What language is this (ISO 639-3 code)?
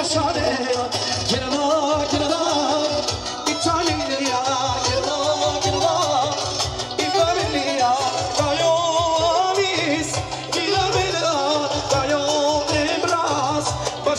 tur